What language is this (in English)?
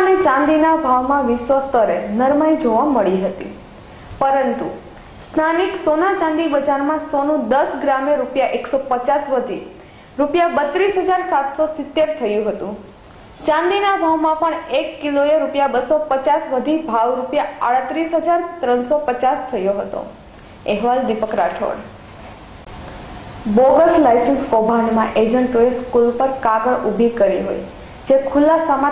Gujarati